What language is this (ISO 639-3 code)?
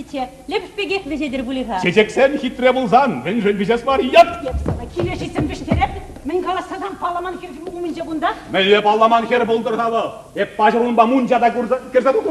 chv